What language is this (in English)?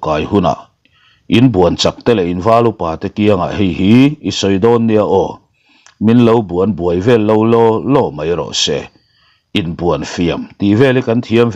Mizo